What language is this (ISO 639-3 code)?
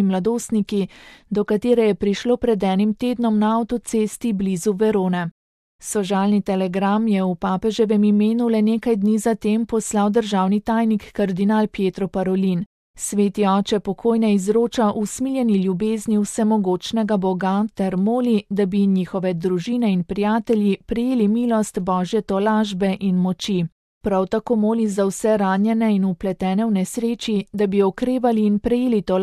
slv